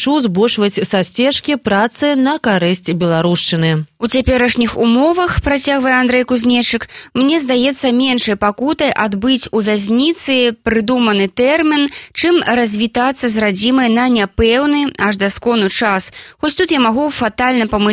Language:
Belarusian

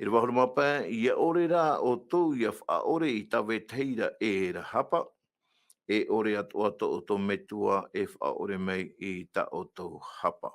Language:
Tahitian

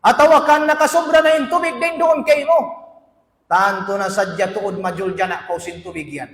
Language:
Tausug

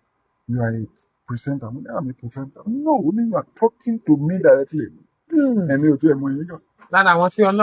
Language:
Yoruba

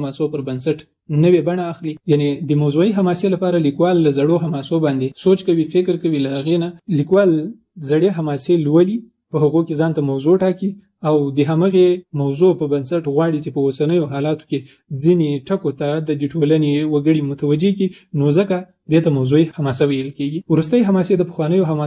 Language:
Pashto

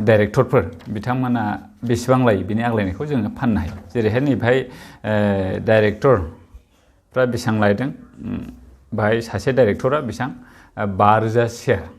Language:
Bodo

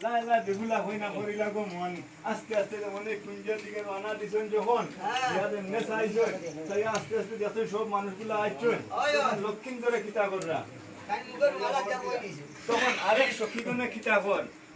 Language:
Sylheti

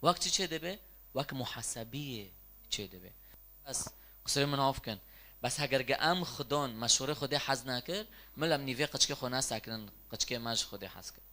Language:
Kurdish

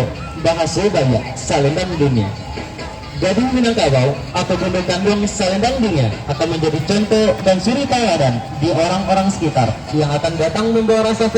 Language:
Minangkabau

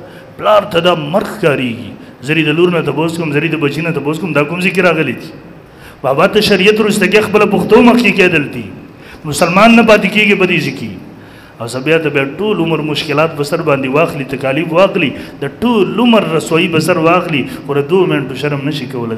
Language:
Pashto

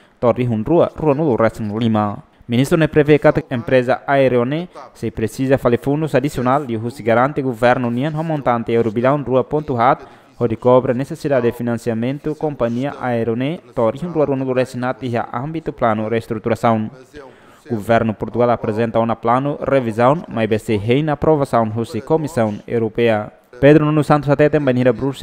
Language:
Tetum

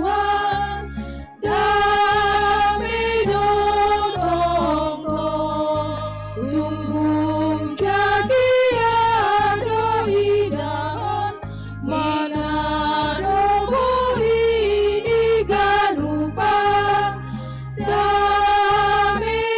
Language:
Batak Simalungun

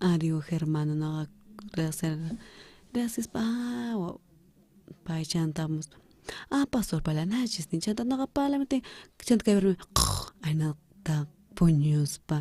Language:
South Bolivian Quechua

